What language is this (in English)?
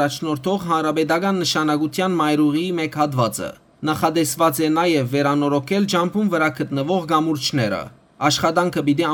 Western Armenian